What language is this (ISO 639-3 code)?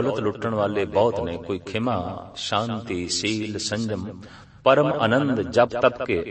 pan